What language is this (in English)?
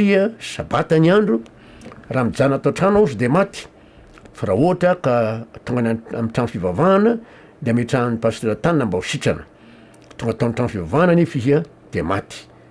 Malagasy